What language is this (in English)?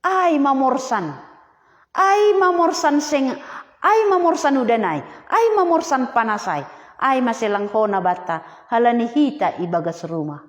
Batak Simalungun